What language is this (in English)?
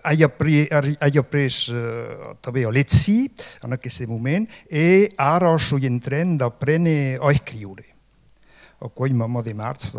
Occitan